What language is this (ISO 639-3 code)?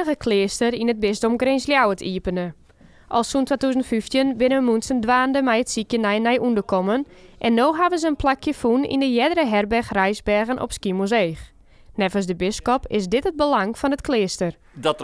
fry